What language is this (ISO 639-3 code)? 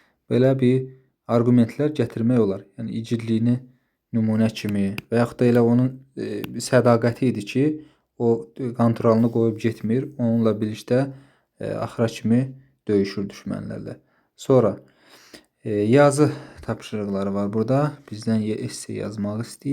aze